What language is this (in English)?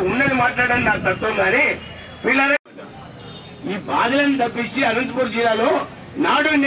Telugu